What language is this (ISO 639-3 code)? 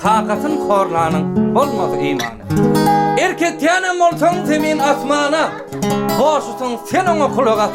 tuk